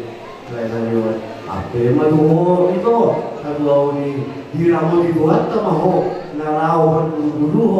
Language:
Batak Toba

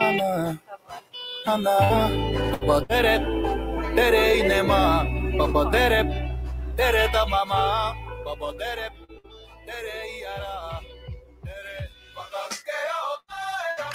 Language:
Māori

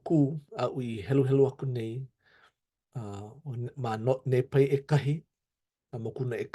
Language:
Hawaiian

